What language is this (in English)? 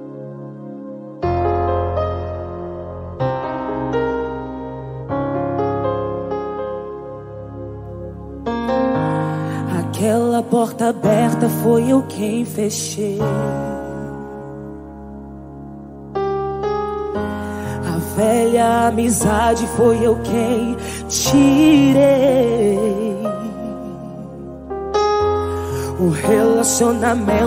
Portuguese